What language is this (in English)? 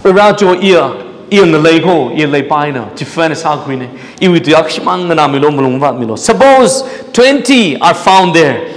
Tangkhul Naga (India)